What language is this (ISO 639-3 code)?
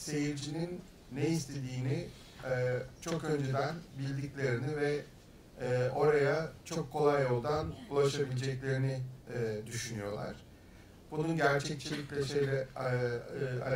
tur